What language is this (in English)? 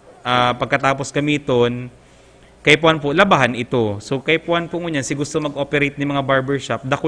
Bikol